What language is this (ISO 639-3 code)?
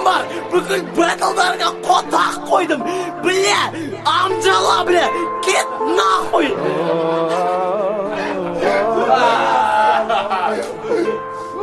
kaz